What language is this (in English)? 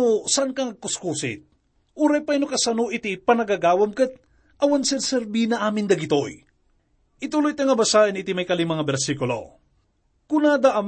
Iloko